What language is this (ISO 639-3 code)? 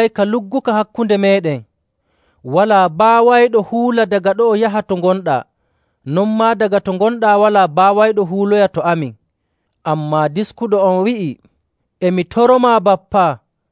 fuv